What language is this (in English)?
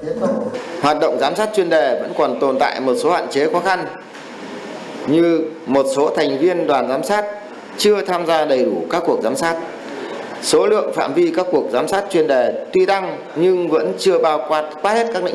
Vietnamese